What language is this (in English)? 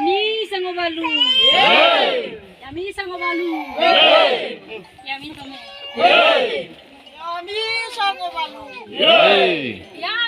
Nias